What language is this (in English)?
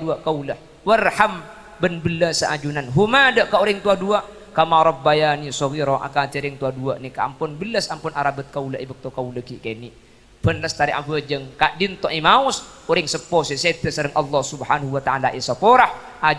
Madurese